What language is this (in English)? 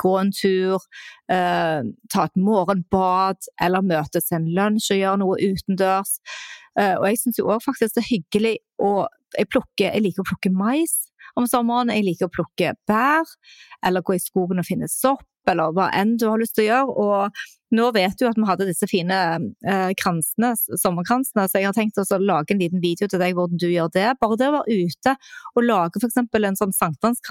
Norwegian